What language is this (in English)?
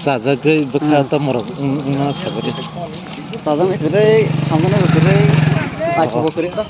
Kok Borok